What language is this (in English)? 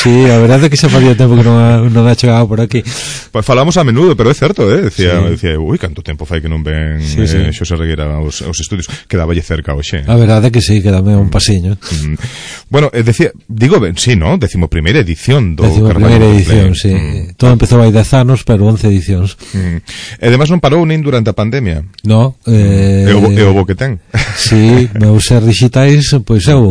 Galician